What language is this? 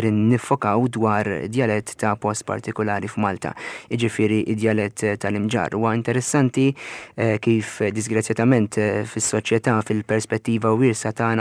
Maltese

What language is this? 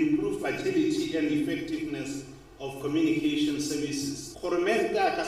Tswana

